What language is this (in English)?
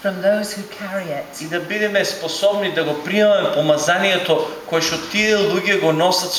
Macedonian